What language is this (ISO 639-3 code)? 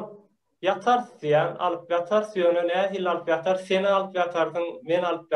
tuk